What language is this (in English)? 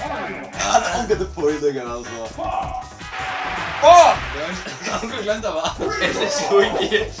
Faroese